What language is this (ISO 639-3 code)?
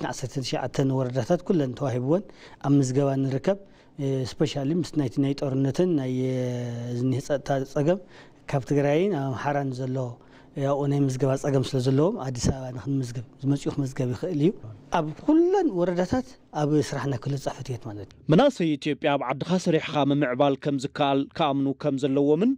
tir